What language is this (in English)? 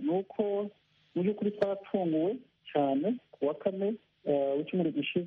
Kinyarwanda